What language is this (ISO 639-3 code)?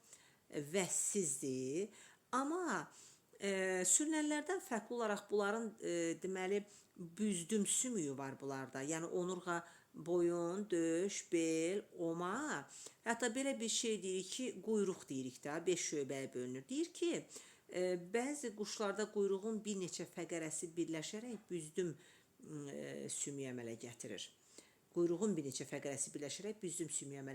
aze